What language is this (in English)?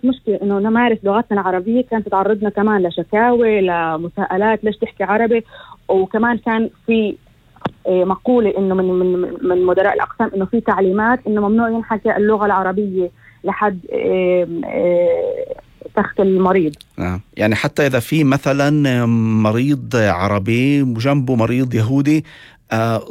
North Levantine Arabic